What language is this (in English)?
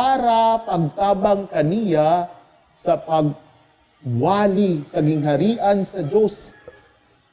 Cebuano